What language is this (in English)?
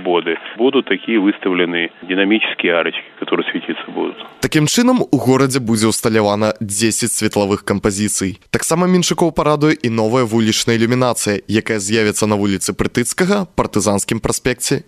Belarusian